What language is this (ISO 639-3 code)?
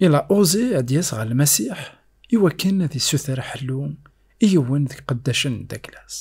kab